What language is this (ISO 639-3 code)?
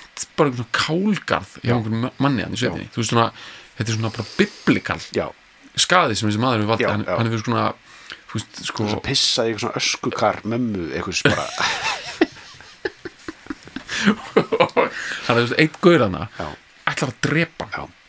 isl